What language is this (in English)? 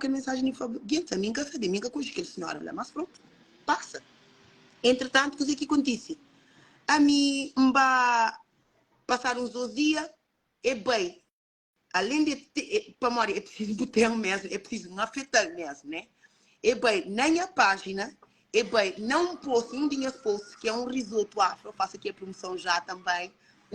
Kabuverdianu